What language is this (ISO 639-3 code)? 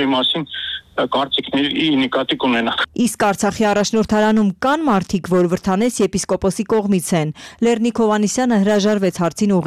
hye